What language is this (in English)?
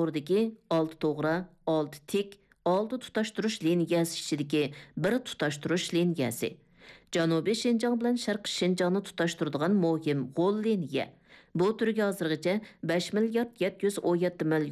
Uyghur